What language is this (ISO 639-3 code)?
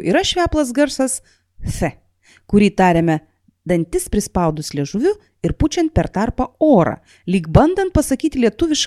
lit